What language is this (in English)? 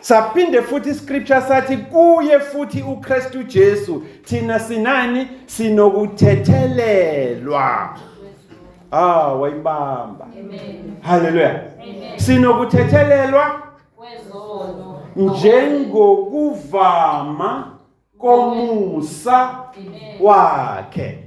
Zulu